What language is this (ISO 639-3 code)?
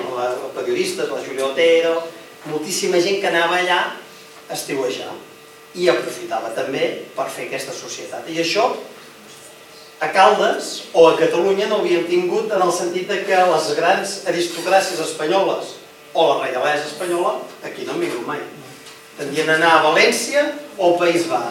cat